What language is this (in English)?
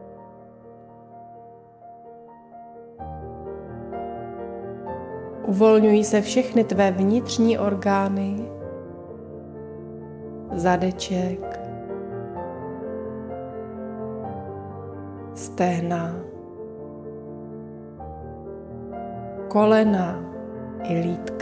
Czech